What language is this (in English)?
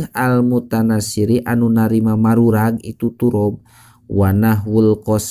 Sundanese